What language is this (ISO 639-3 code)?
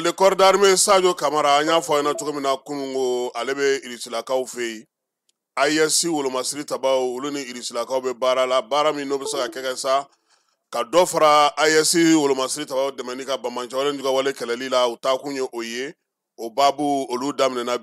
bam